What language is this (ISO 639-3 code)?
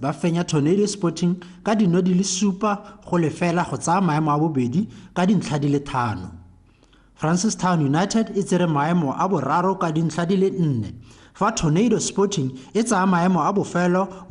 tsn